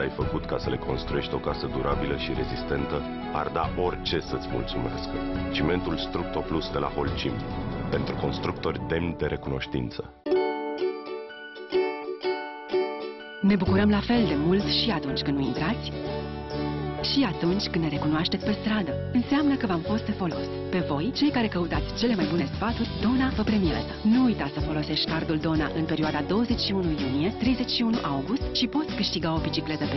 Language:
Romanian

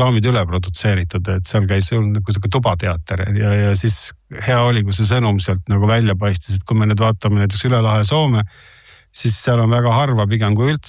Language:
Estonian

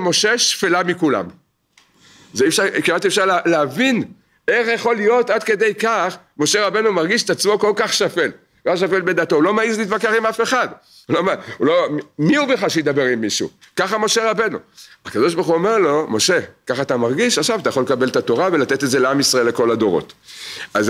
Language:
Hebrew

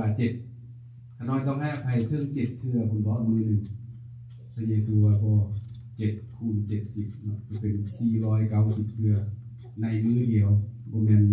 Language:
Lao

